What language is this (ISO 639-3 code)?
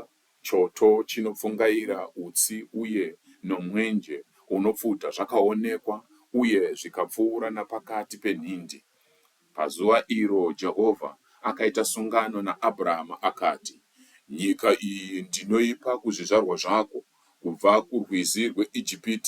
sna